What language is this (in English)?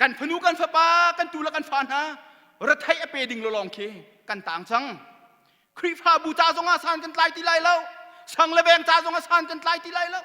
Hakha Chin